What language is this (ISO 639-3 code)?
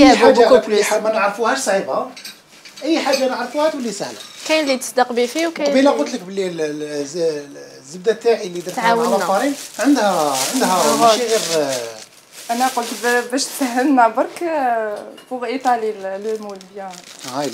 arq